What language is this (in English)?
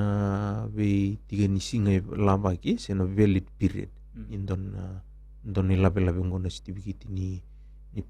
Fijian